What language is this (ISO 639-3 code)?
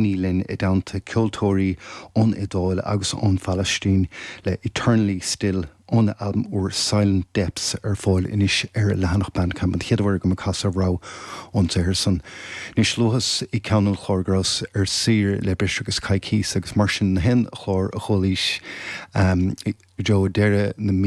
gle